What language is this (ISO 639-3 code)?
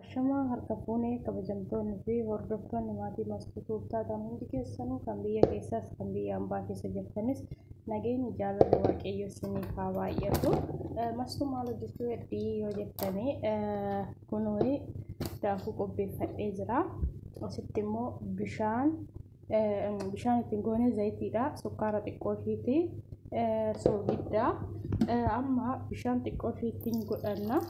orm